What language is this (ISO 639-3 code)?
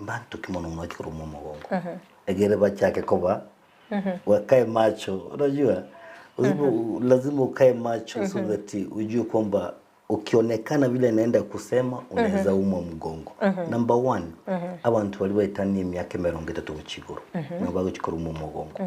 guz